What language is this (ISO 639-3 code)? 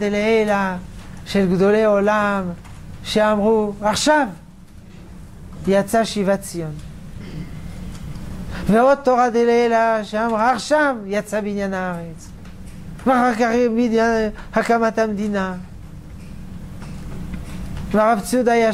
heb